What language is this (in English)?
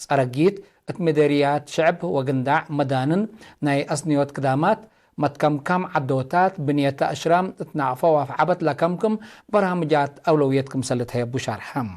Tigre